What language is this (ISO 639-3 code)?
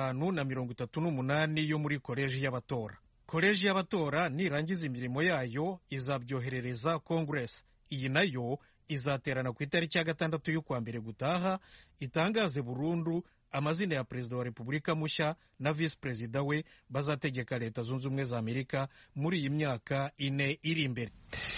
kin